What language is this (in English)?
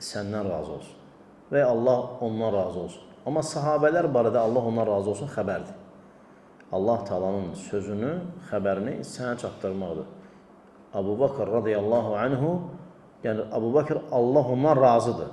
Azerbaijani